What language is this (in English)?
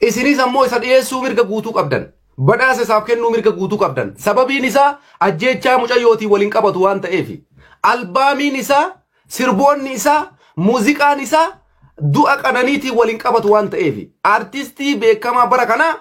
Oromo